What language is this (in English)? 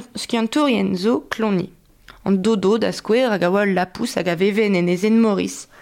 Breton